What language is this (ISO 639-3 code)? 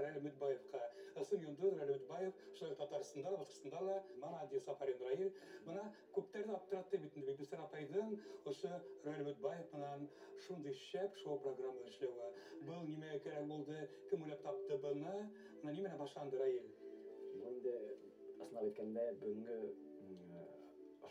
bak